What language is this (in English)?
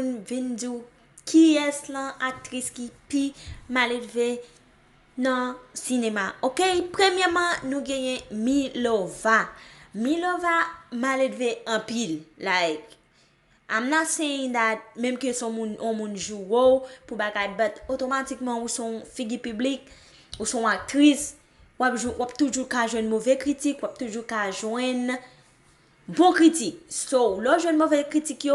Haitian Creole